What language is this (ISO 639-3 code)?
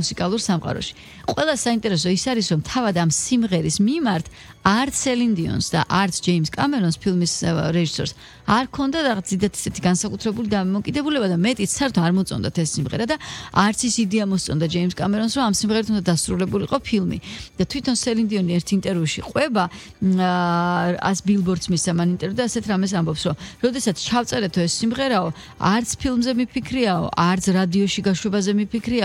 kat